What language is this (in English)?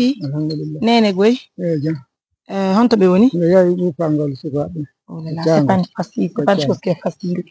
Fula